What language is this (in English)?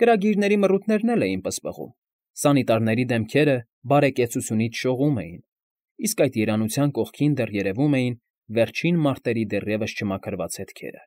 Armenian